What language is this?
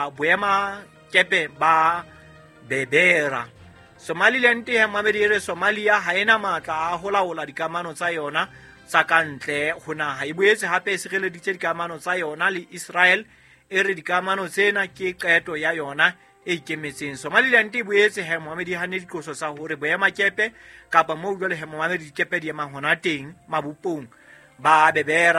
Southern Sotho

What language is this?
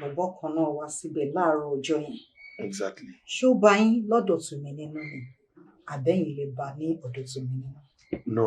Yoruba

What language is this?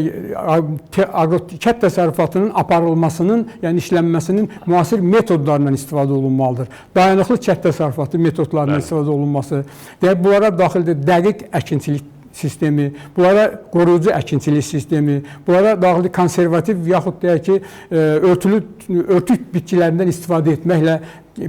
Azerbaijani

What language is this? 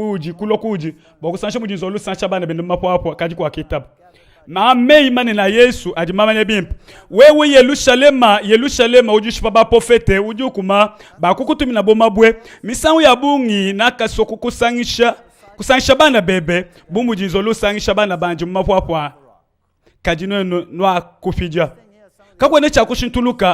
Luba-Lulua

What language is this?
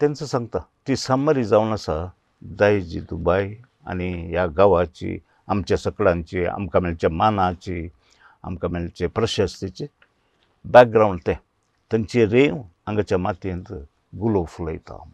Konkani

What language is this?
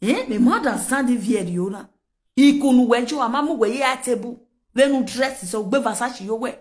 Nigerian Pidgin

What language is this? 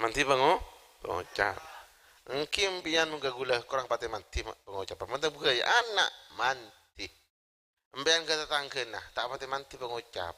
Madurese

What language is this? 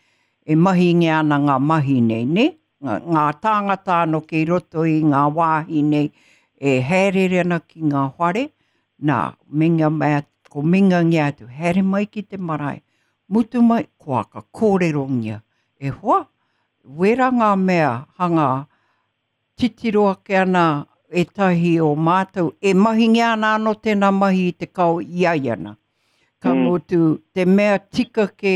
Māori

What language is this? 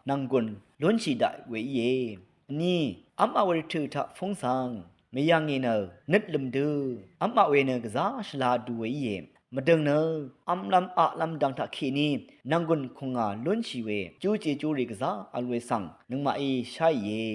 Rawang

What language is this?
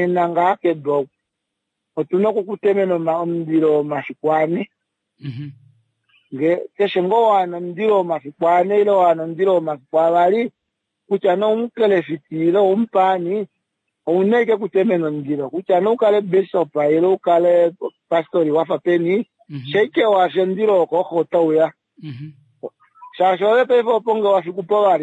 Kuanyama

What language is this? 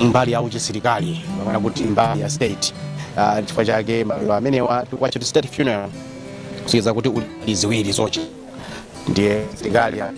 Nyanja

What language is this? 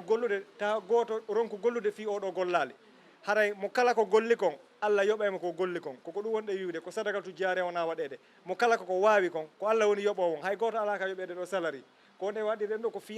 Fula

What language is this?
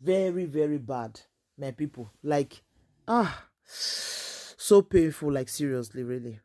Nigerian Pidgin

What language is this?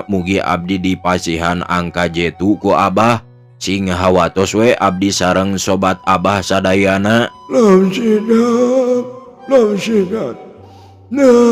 Sundanese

